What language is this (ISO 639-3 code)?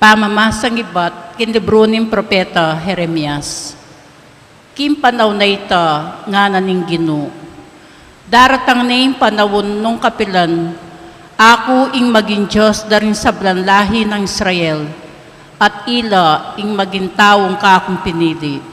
pam